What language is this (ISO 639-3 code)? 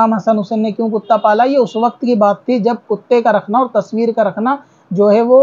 urd